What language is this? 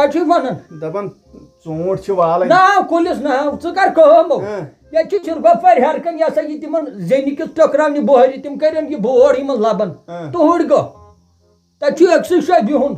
Kashmiri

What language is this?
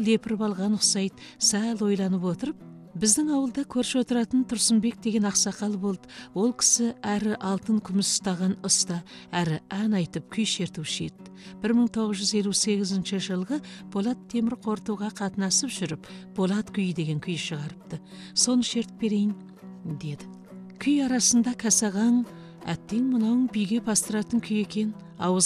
Kazakh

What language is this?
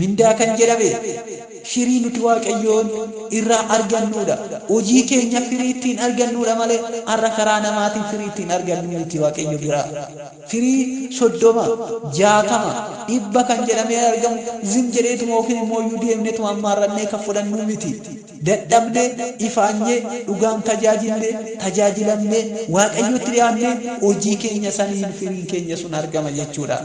Oromo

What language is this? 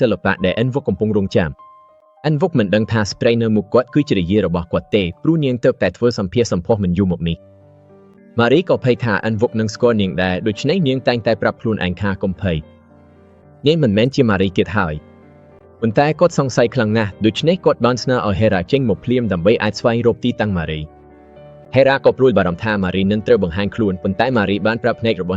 Khmer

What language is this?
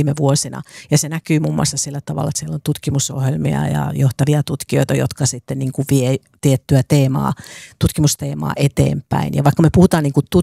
Finnish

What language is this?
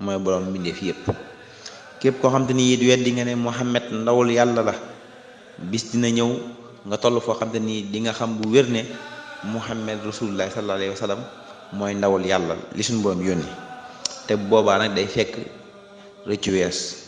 Wolof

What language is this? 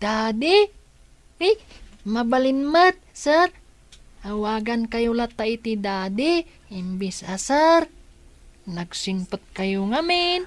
Iloko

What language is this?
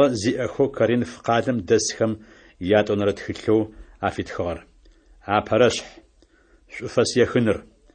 Adyghe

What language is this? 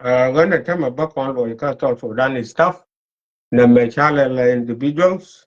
Nuer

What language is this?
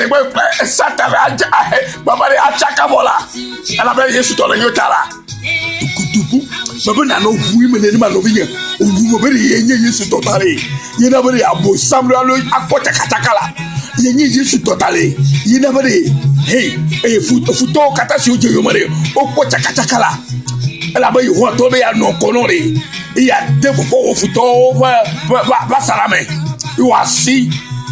Ewe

